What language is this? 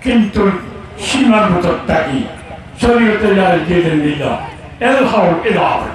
Rohingya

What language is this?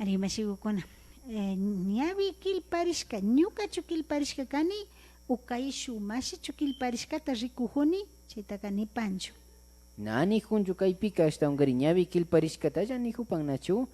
Imbabura Highland Quichua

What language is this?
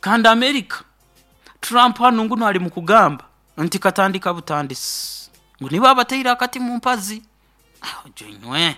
Nyoro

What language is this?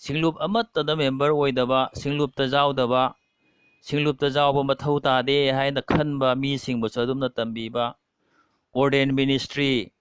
Manipuri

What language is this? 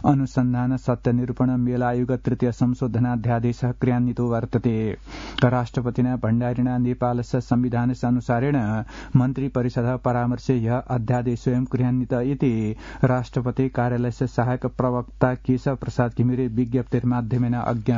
Sanskrit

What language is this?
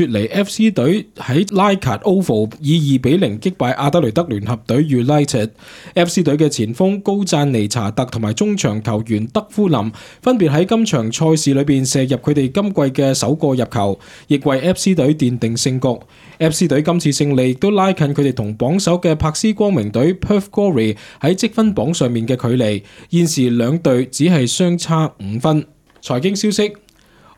Cantonese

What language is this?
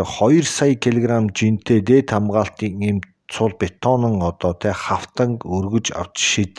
Mongolian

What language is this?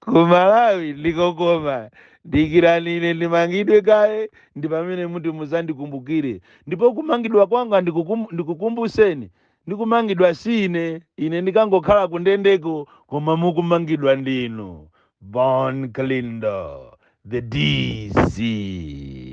Nyanja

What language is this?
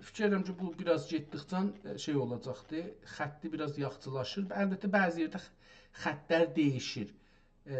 South Azerbaijani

